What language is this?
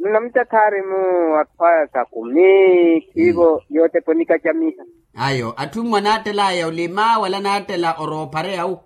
Makhuwa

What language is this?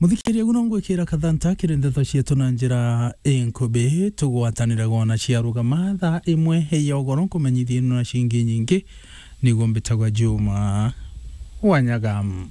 Meru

